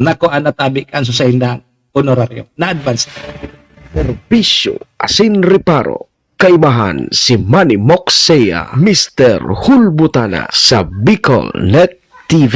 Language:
Bikol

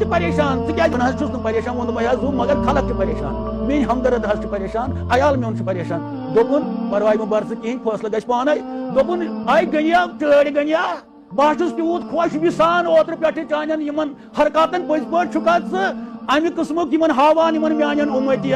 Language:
Kashmiri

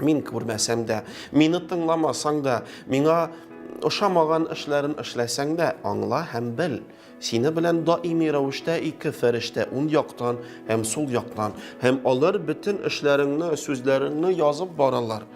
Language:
Tatar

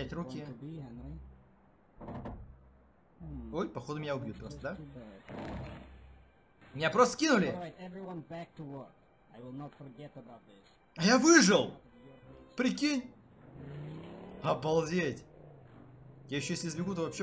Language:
Russian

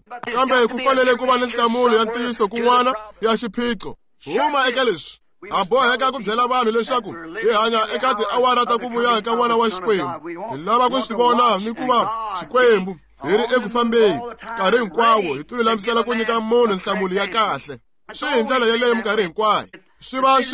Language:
Tsonga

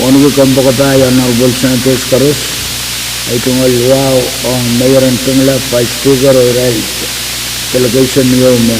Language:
Pohnpeian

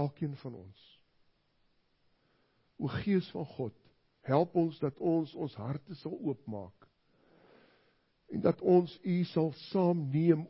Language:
Afrikaans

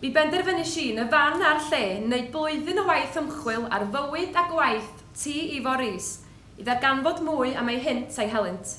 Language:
Welsh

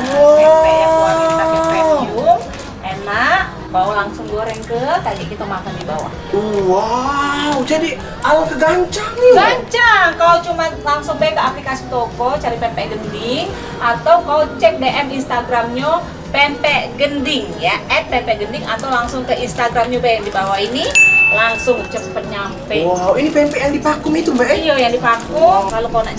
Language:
Musi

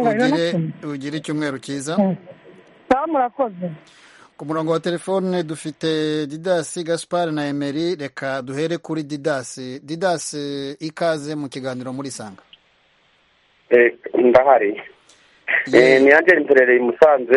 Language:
Kinyarwanda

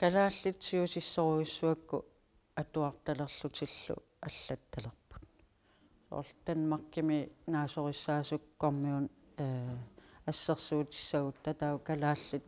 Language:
Kalaallisut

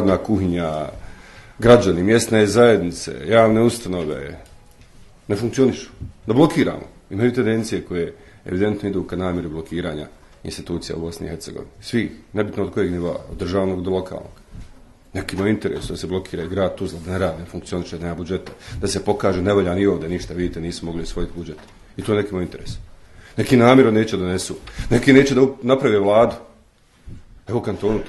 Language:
Bosnian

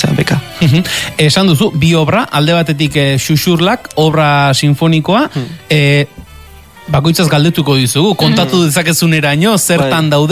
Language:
Basque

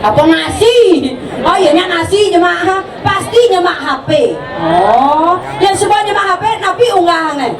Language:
Balinese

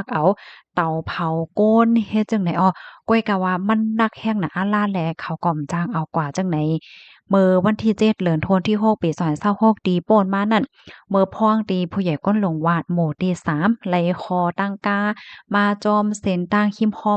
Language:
Shan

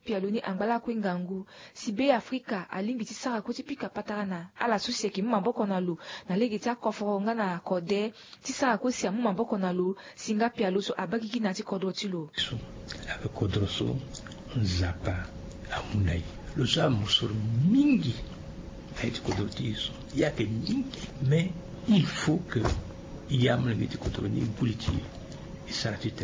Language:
Sango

